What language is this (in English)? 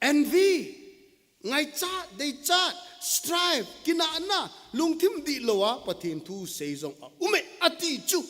Thado Chin